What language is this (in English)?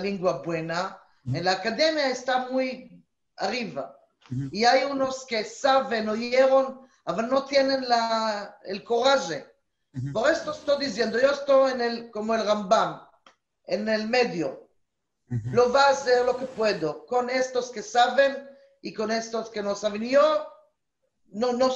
Ladino